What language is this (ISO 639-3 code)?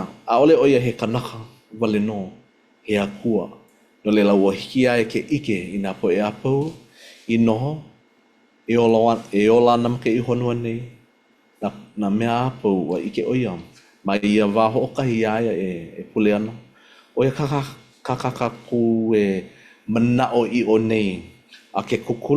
haw